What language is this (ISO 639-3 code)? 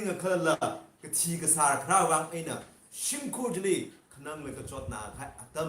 nmf